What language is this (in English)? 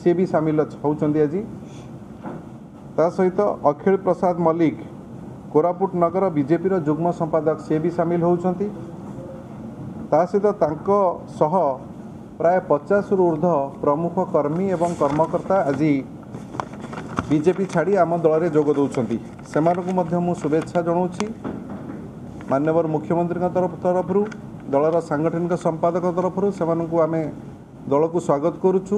Odia